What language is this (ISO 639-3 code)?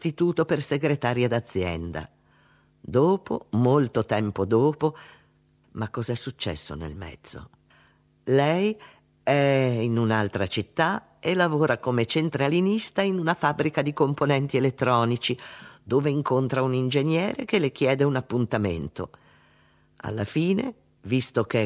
ita